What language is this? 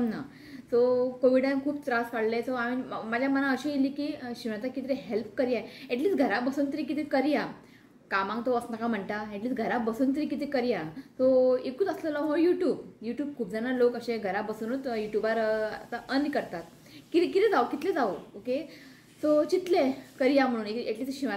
Konkani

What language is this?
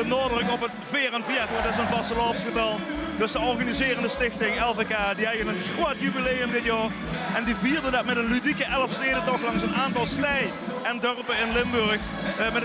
Limburgish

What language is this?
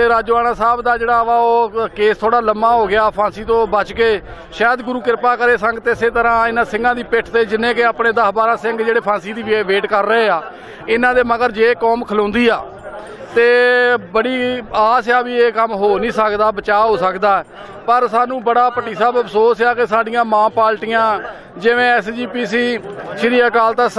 Punjabi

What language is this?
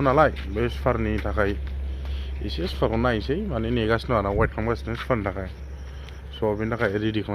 Bodo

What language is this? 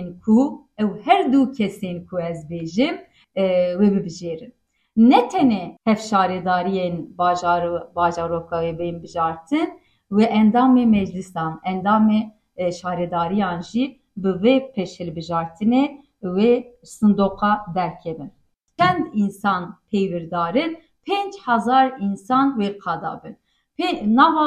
Kurdish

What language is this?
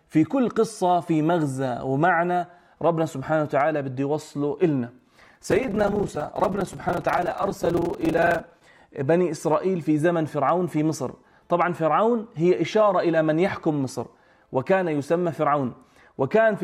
North Levantine Arabic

